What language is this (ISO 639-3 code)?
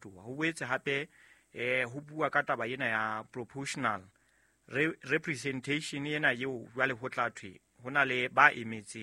sot